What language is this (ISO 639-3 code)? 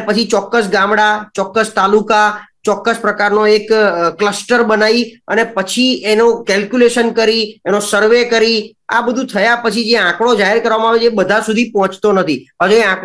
guj